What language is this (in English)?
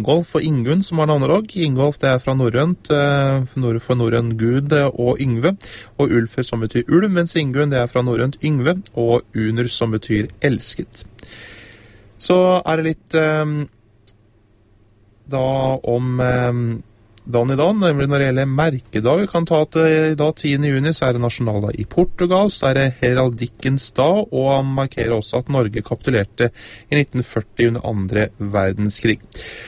Norwegian